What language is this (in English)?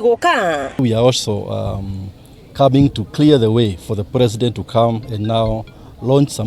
Kikuyu